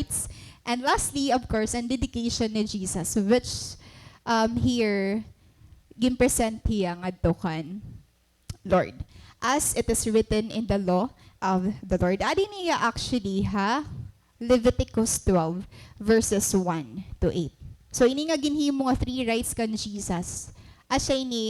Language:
Waray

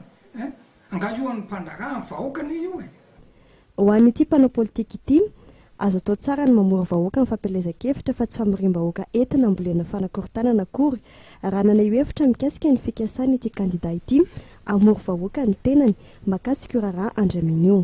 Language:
Malagasy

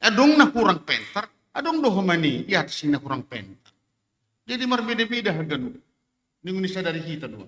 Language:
Batak Simalungun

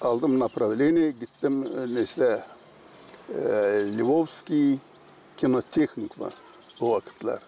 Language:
Gagauz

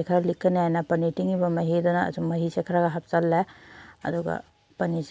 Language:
Manipuri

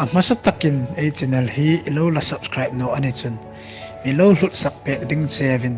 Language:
Hmar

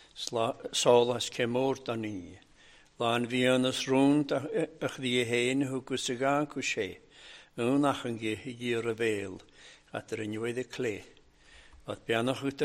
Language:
Welsh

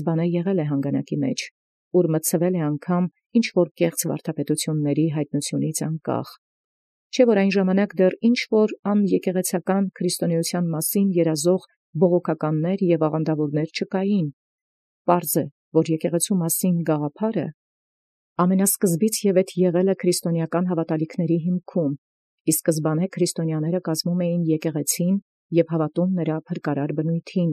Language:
Armenian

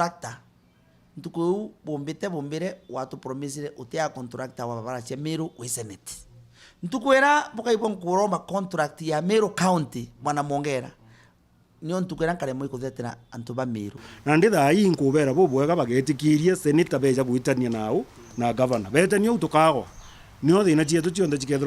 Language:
Meru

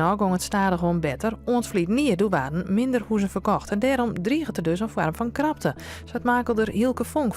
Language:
Western Frisian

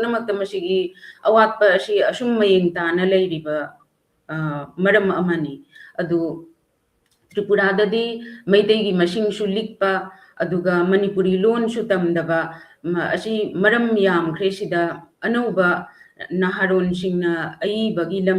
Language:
Manipuri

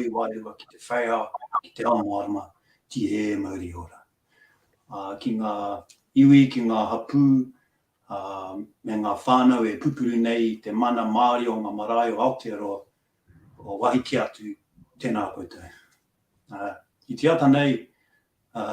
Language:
Māori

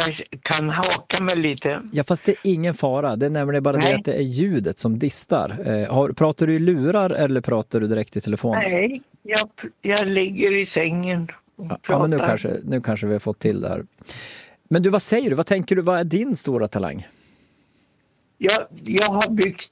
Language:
Swedish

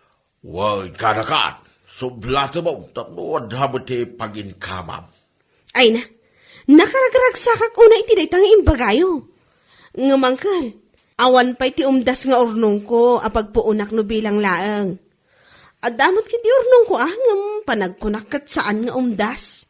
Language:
Iloko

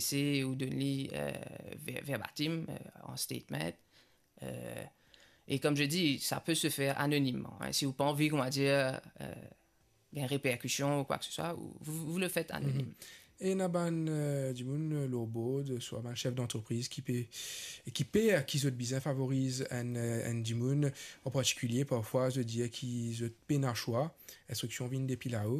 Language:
Morisyen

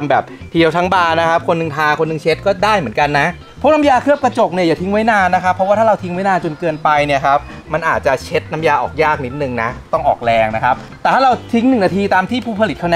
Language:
Thai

